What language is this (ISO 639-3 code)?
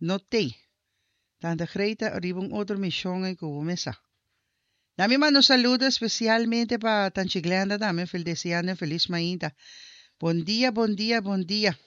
pap